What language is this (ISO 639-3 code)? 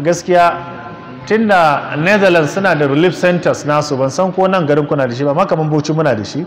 hau